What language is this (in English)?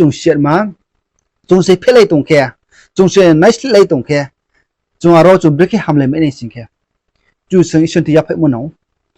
Riang (India)